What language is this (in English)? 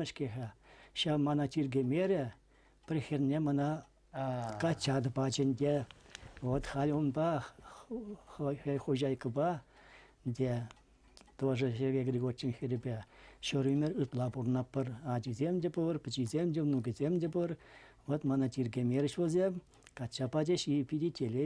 Chuvash